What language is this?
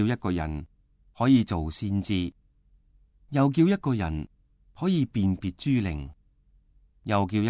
Cantonese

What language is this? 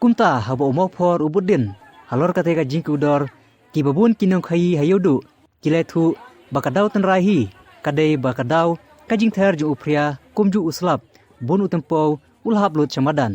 Khasi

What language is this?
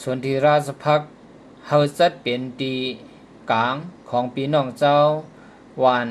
Shan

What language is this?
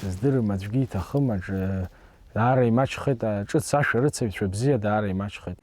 Abkhazian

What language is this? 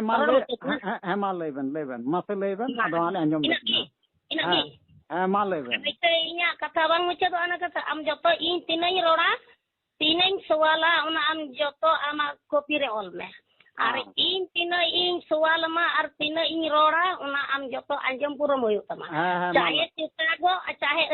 Santali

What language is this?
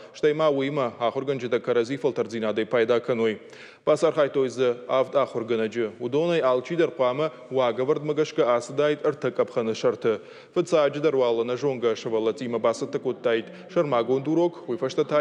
Ossetic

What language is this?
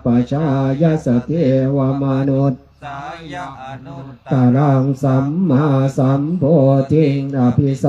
Pali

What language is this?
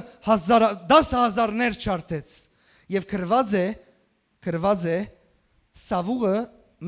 Western Armenian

